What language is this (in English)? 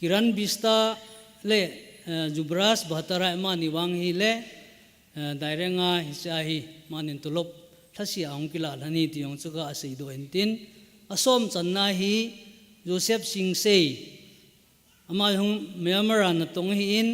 Thado Chin